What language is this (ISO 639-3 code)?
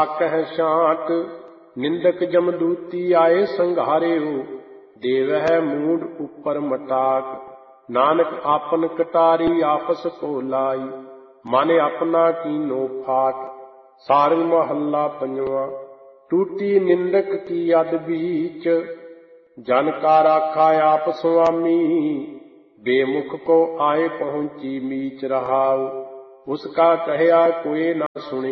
pan